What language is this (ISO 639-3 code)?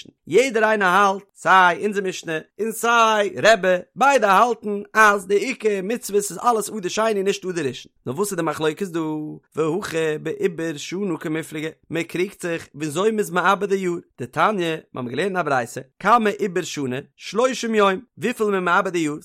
yid